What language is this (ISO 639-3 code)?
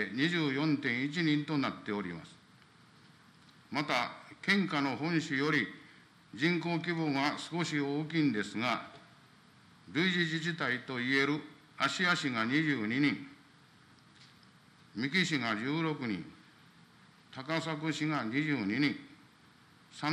jpn